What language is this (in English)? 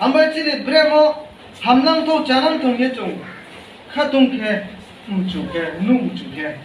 Riang (India)